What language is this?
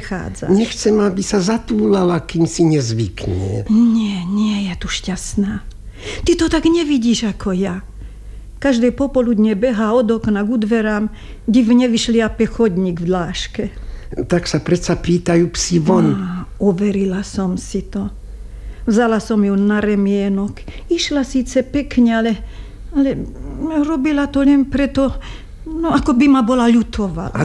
Slovak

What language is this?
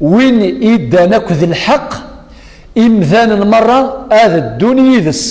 Kabyle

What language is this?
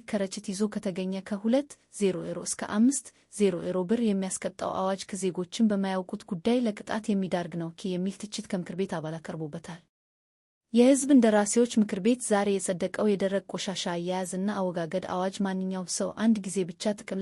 Amharic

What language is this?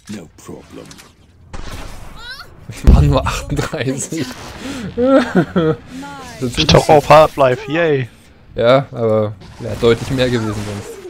German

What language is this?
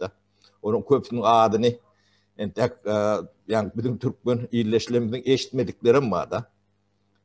Turkmen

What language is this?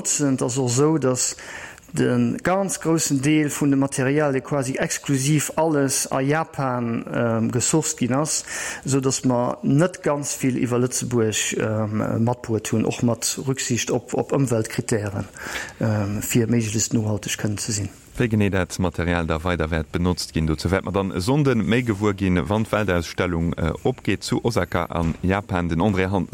Luxembourgish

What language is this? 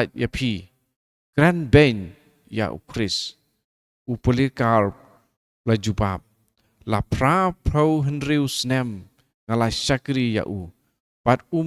Khasi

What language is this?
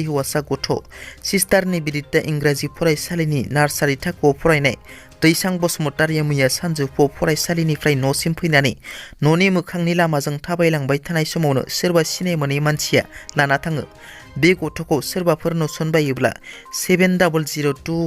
Bodo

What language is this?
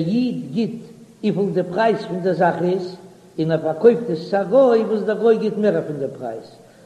Yiddish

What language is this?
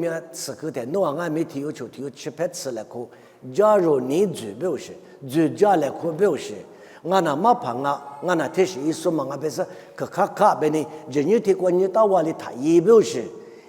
Lisu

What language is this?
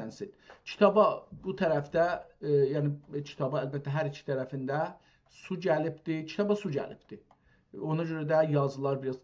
South Azerbaijani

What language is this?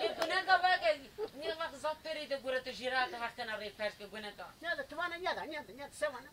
Zaza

